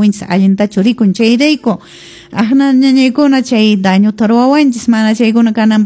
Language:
Quechua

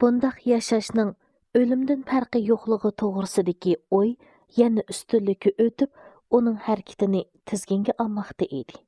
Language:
Uyghur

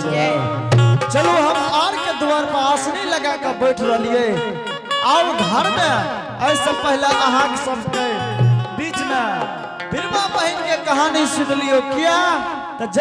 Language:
Angika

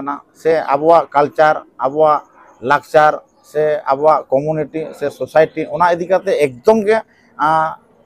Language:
Santali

